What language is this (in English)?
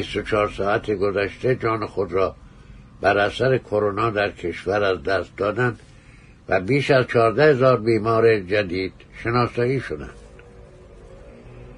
Persian